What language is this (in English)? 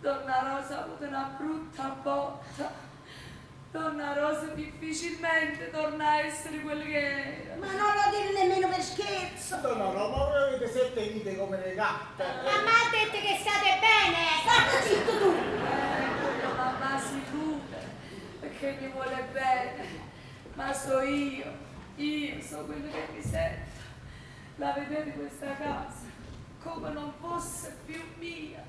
Neapolitan